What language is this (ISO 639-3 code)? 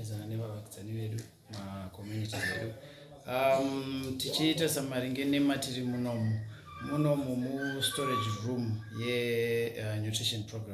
sna